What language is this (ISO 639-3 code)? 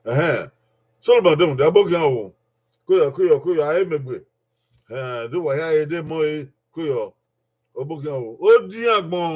bin